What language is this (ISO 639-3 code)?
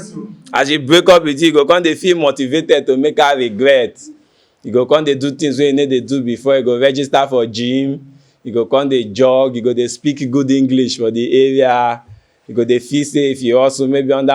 pcm